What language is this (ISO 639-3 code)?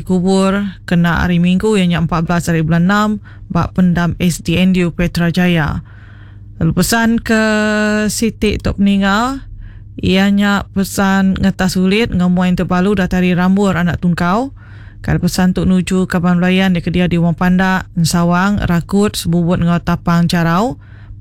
iba